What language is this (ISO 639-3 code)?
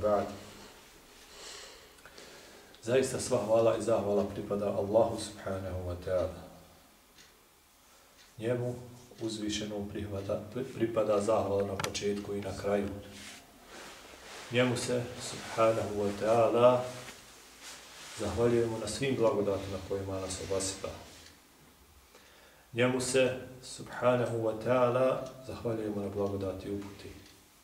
bos